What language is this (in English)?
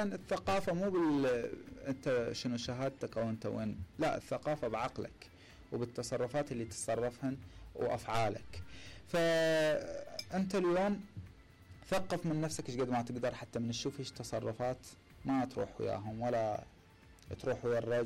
Mesopotamian Arabic